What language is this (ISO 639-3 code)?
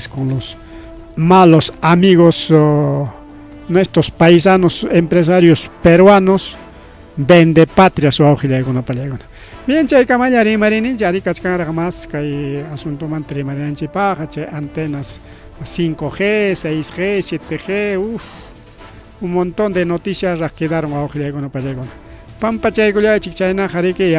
quy